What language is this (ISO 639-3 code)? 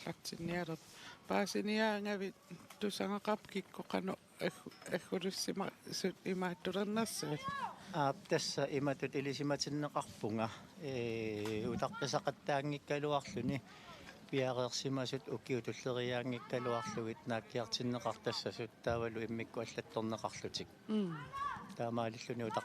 kal